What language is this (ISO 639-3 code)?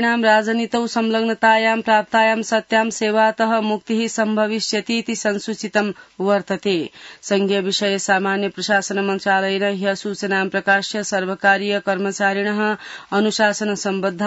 san